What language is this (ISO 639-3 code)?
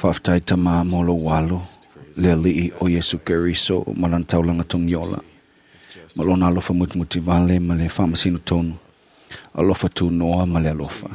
smo